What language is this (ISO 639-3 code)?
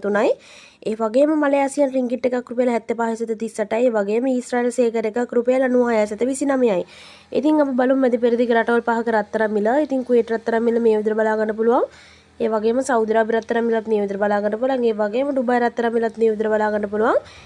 sin